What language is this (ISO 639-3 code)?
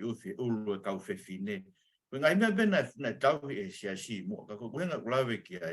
ton